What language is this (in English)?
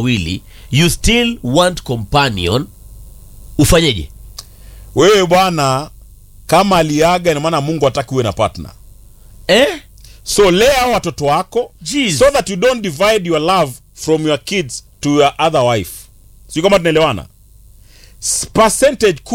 Swahili